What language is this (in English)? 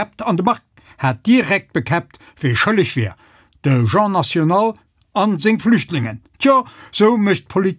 Luxembourgish